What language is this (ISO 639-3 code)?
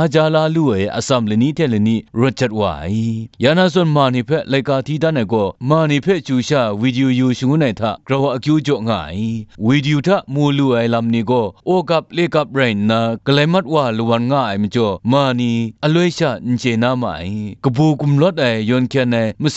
kac